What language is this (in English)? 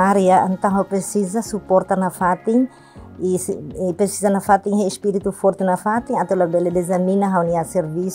Tetum